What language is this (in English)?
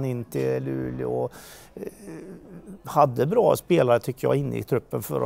Swedish